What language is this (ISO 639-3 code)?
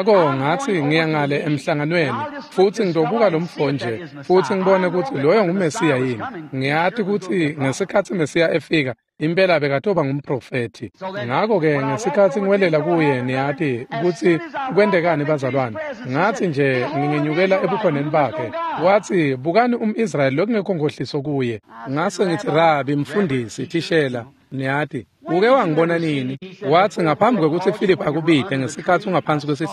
ssw